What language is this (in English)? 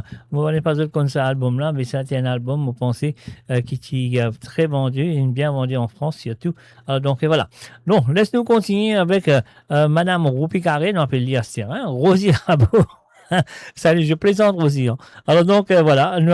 Morisyen